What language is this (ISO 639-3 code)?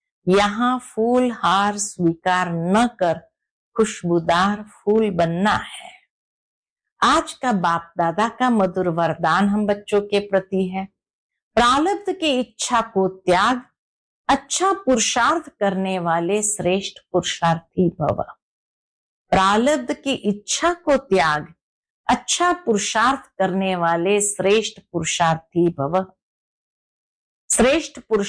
hin